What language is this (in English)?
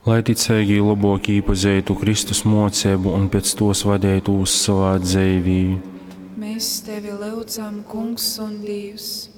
Latgalian